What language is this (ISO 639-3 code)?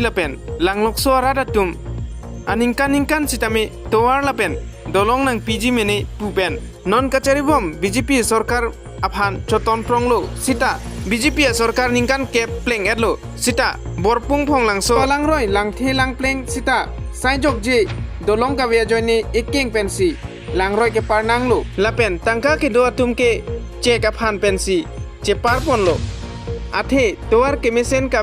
mjw